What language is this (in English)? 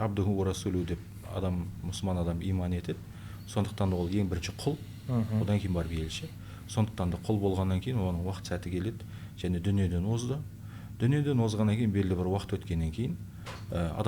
Kazakh